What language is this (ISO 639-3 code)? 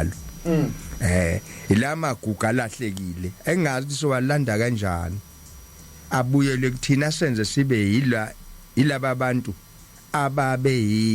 zul